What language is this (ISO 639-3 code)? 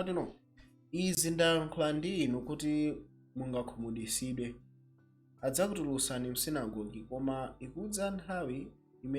nya